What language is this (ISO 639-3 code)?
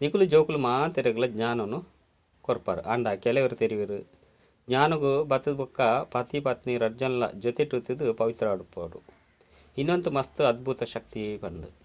tcy